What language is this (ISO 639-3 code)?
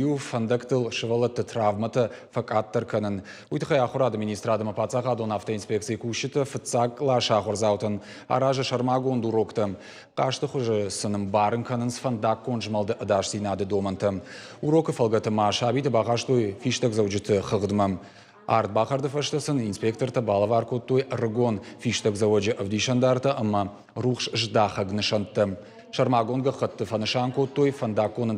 oss